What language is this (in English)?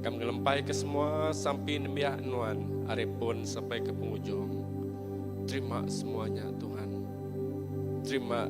Iban